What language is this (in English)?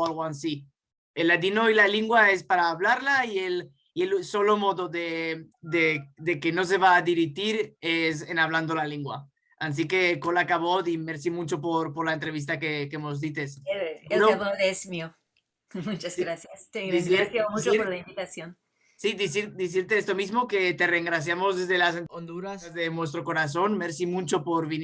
Ladino